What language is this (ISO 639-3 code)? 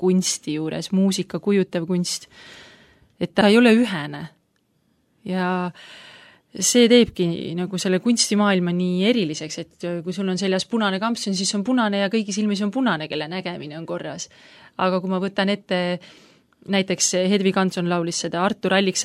est